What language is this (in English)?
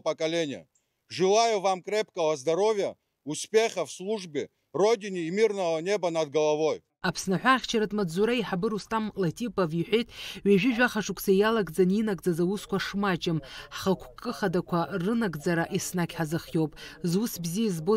Abkhazian